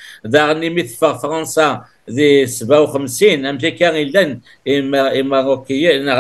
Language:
Kabyle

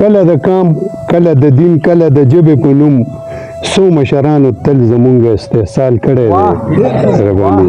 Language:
Pashto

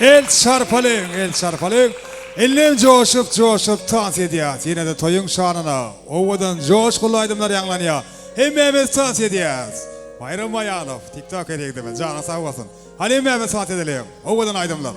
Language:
Turkmen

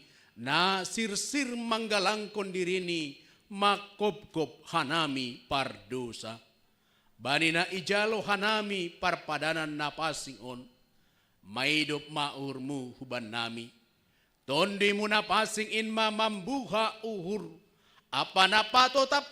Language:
Batak Simalungun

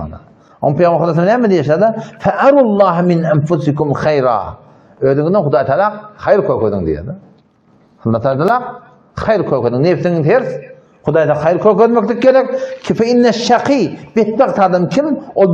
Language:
Turkmen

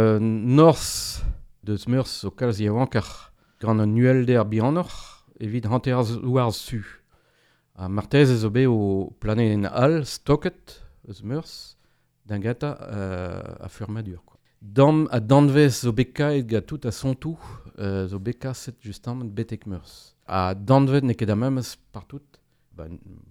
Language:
Breton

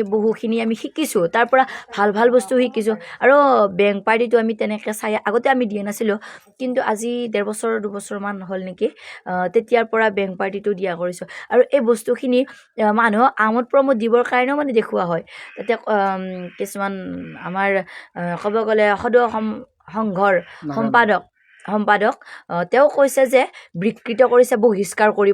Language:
Assamese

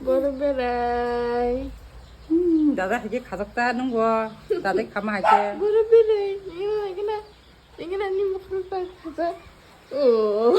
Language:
Kok Borok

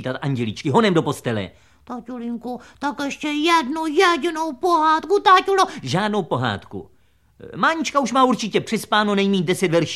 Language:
Czech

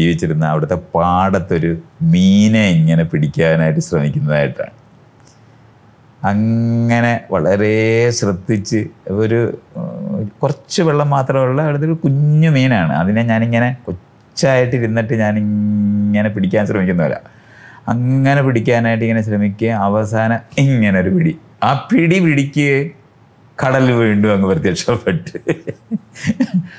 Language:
Malayalam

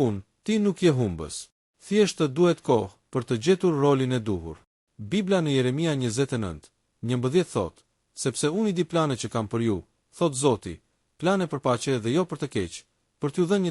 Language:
Albanian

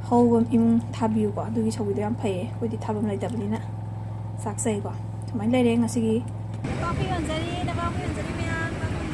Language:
Manipuri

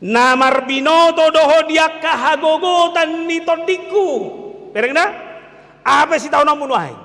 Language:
Batak Toba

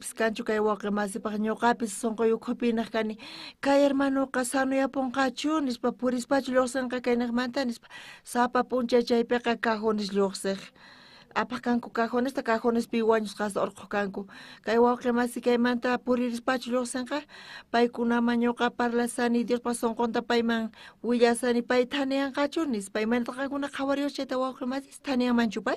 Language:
South Bolivian Quechua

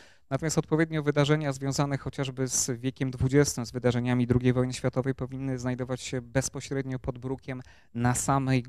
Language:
Polish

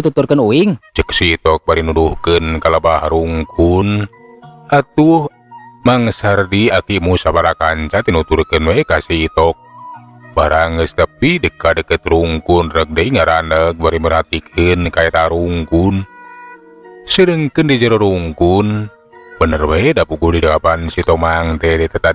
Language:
Sundanese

